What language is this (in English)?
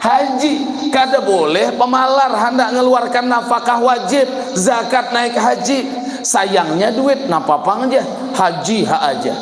Banjar